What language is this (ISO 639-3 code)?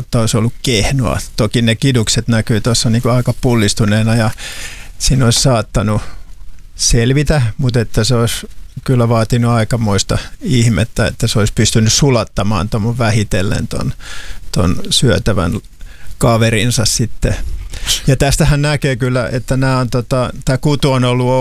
fin